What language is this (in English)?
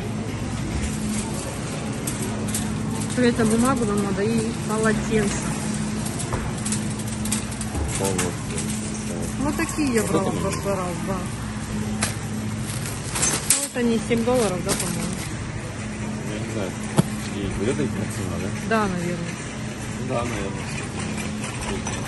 Russian